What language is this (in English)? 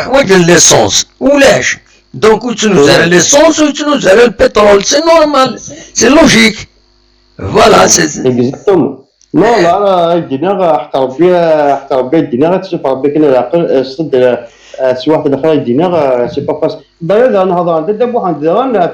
Kabyle